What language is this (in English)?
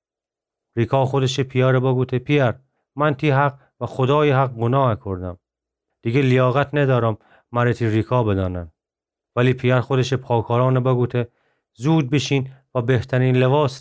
Gilaki